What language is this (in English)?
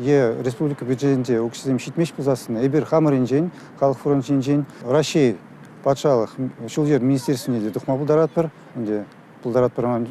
Chuvash